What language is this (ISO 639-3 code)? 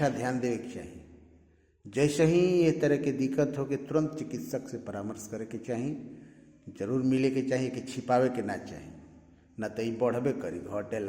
bho